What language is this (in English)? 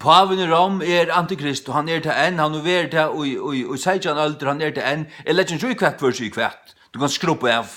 Faroese